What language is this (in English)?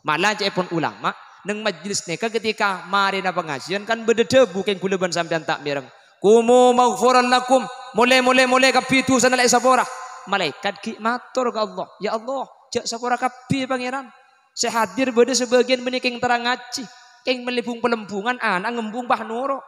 Madurese